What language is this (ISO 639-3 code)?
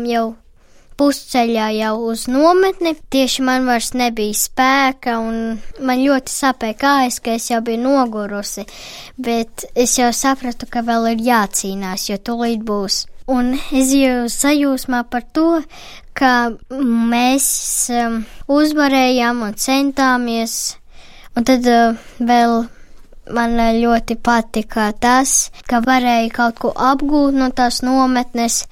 lav